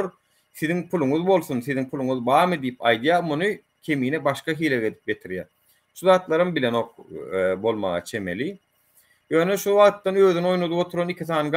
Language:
Turkmen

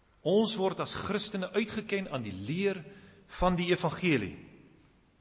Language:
Afrikaans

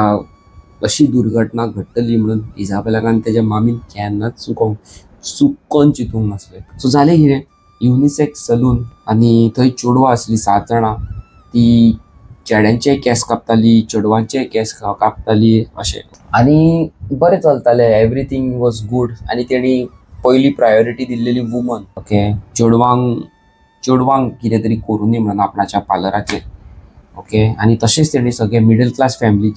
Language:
Konkani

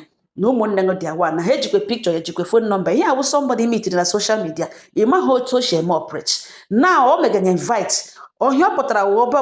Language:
Igbo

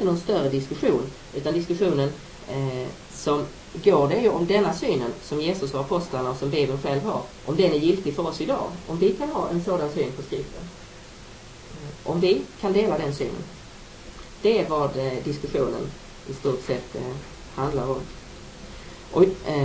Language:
Swedish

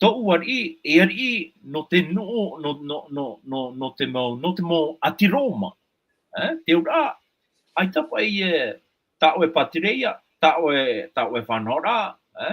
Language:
Tahitian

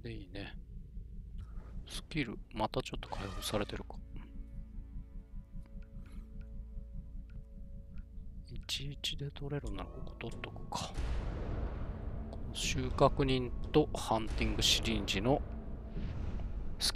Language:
Japanese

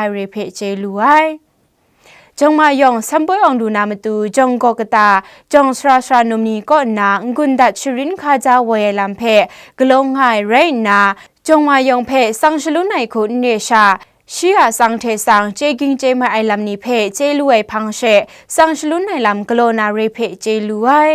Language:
Kachin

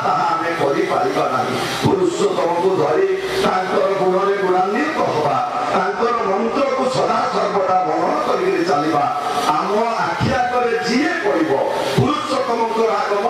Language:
Odia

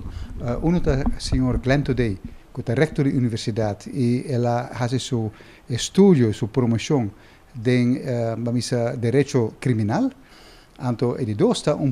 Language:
Papiamento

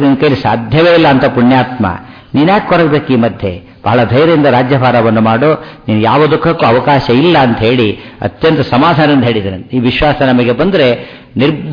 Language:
Kannada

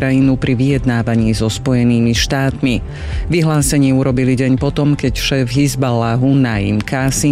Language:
Slovak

